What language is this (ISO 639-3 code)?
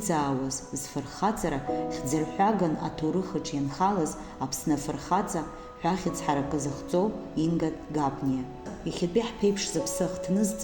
abk